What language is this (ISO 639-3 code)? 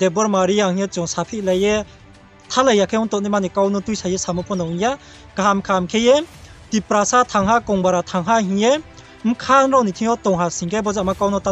ria